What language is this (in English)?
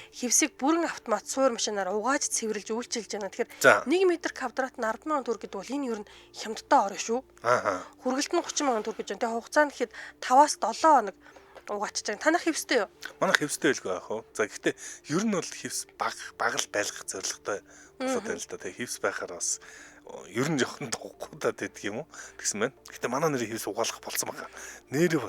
Mongolian